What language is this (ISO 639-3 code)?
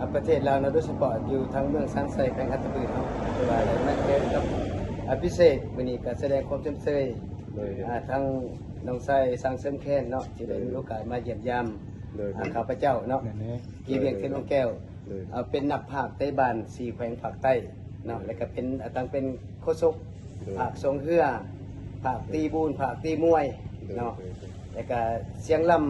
lao